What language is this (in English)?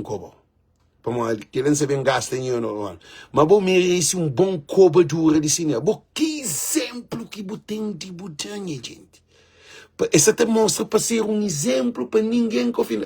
Kabuverdianu